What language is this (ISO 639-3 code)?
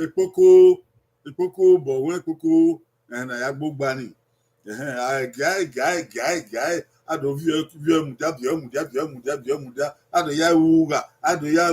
bin